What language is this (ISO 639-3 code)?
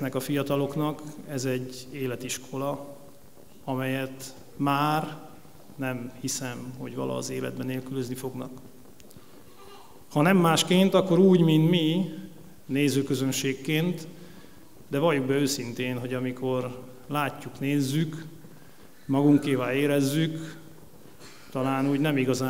hun